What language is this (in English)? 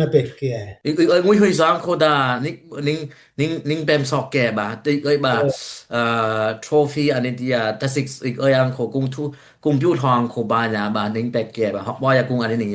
Dimasa